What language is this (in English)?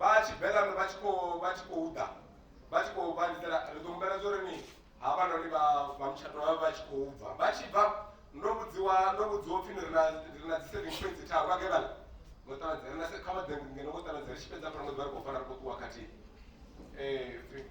Venda